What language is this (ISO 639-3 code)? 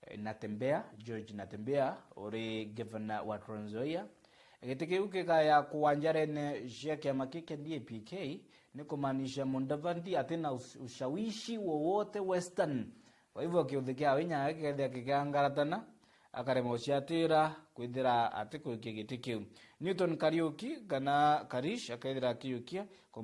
mer